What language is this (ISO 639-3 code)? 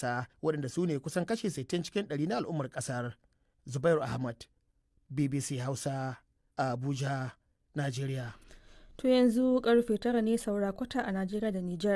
hau